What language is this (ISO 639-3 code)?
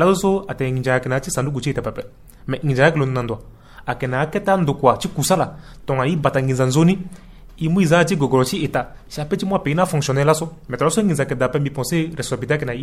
sag